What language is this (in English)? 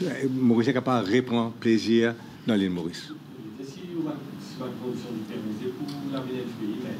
Morisyen